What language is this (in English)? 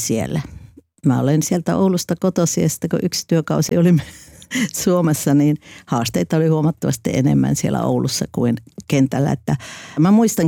Finnish